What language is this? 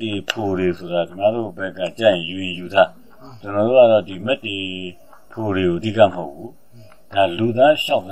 Burmese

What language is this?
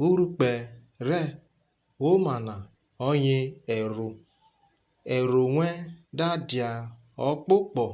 Urhobo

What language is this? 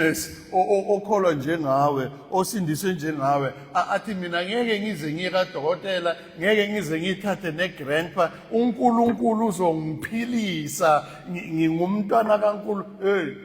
Zulu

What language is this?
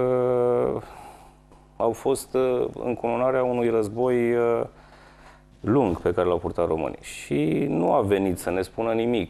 Romanian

